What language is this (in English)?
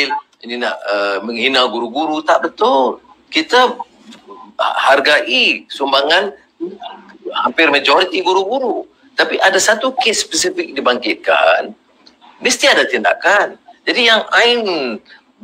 Malay